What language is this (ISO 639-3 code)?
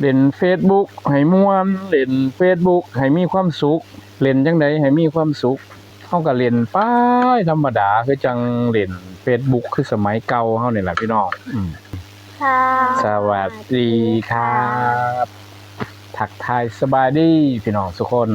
tts